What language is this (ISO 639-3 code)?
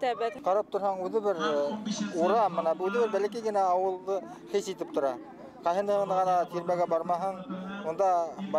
bak